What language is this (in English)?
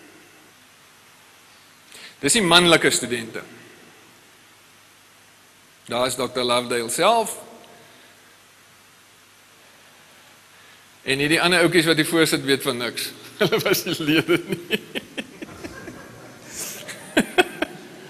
Afrikaans